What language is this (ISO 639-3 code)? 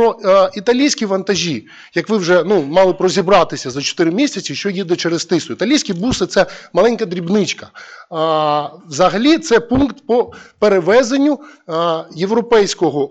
ukr